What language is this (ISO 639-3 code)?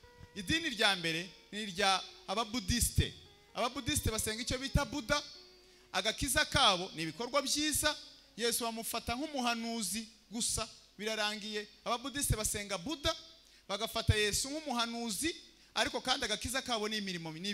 kin